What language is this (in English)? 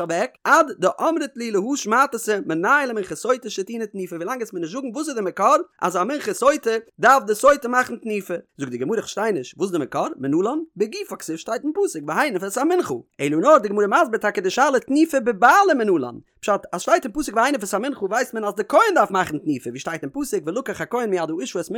Yiddish